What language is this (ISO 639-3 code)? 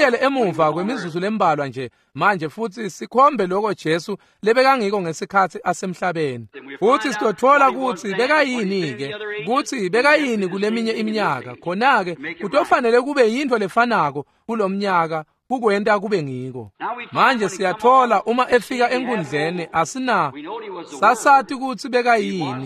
ssw